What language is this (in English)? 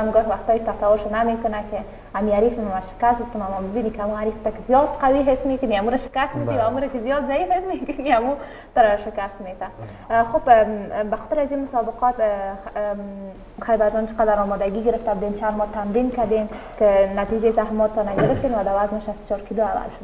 Persian